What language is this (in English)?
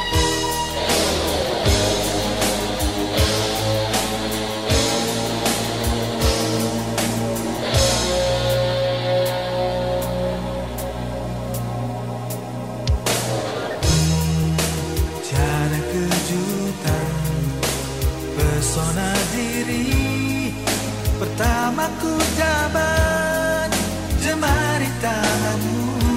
Indonesian